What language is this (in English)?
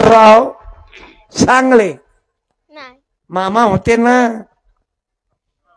Marathi